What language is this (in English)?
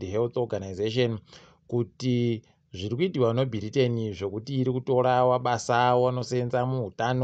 Ndau